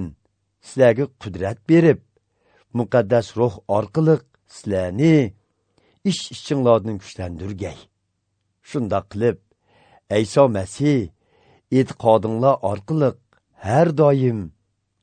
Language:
Uyghur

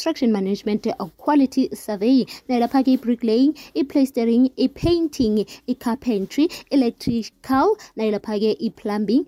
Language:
South Ndebele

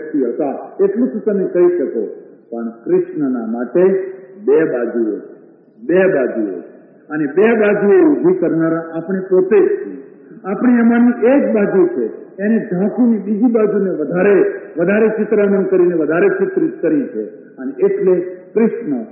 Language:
Gujarati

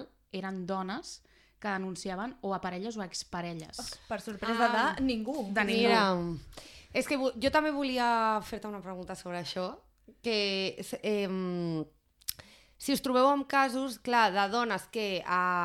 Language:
Catalan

